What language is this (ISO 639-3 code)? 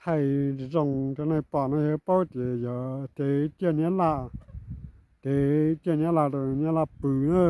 hmn